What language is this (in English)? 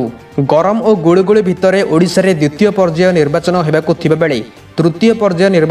Odia